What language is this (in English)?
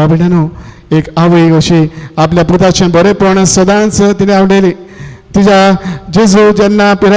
Konkani